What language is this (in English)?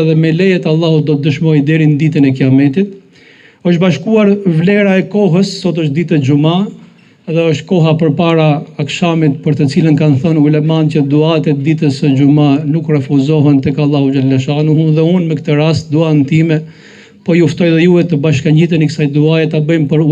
Albanian